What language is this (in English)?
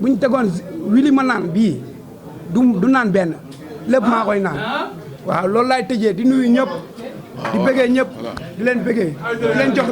Wolof